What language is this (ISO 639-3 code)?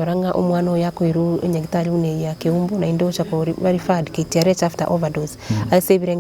guz